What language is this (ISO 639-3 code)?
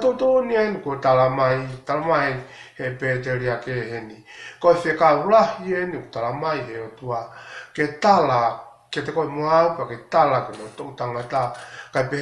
ton